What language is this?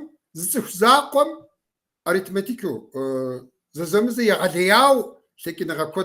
Kabardian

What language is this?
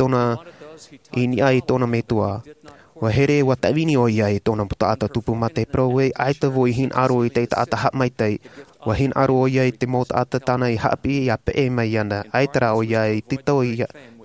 Tahitian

